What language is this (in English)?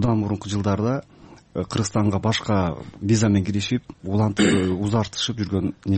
Kyrgyz